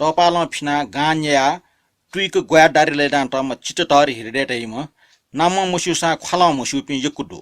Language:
Newari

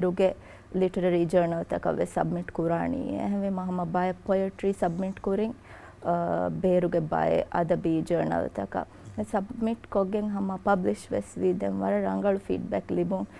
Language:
Divehi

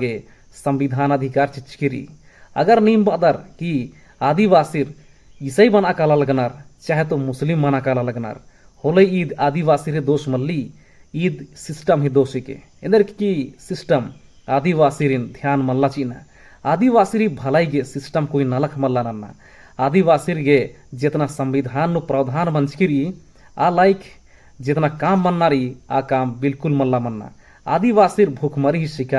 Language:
Kurukh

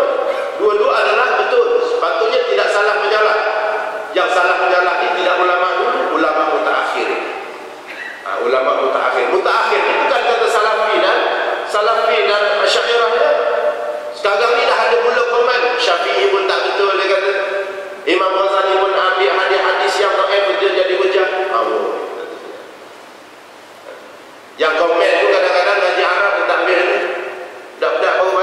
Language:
Malay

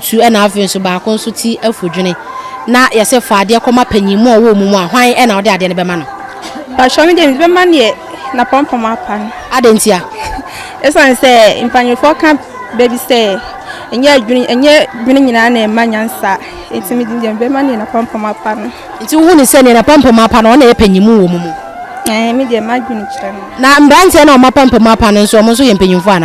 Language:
Akan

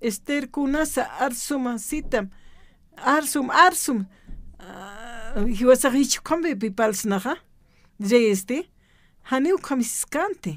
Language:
Aymara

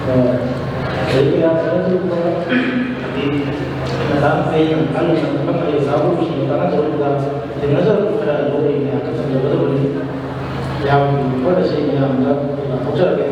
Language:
Manipuri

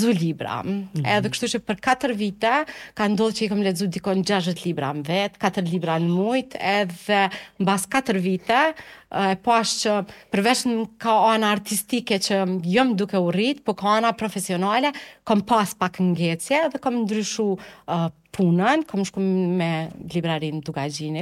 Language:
Albanian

